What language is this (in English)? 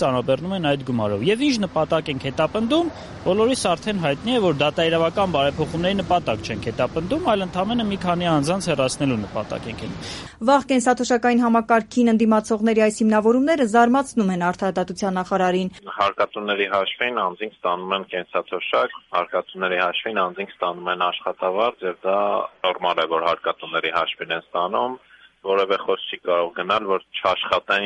Armenian